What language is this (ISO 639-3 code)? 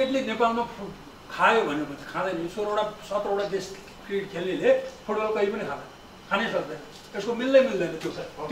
nep